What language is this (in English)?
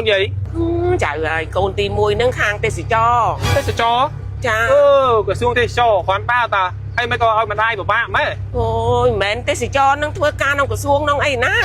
Khmer